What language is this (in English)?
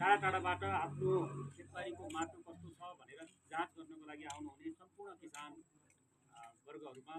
Nepali